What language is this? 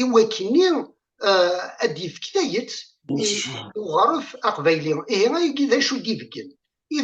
Kabyle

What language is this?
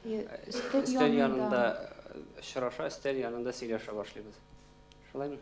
Tatar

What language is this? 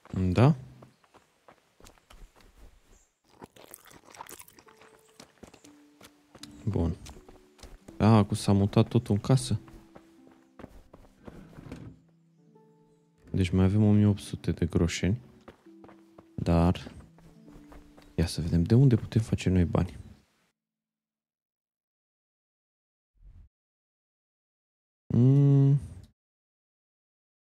Romanian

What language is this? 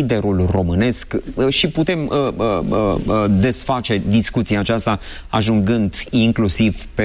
Romanian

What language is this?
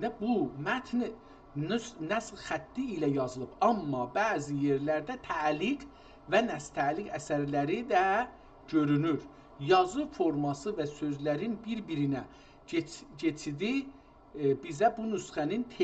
South Azerbaijani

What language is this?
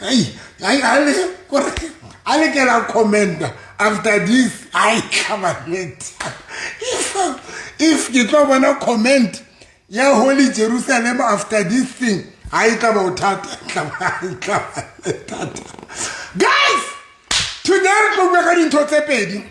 Southern Sotho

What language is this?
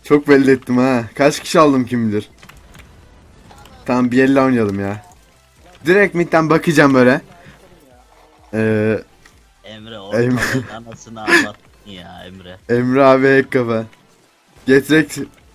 Turkish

